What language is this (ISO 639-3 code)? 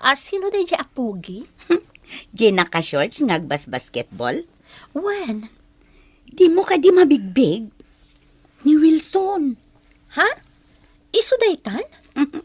ilo